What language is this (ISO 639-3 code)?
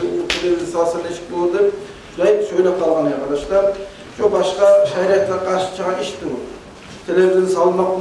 kum